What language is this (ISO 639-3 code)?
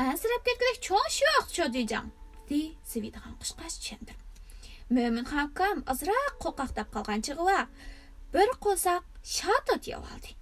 uig